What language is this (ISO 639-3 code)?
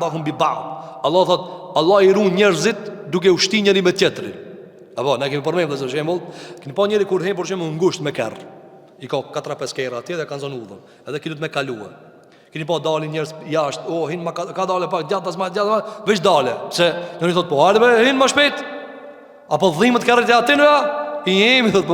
sqi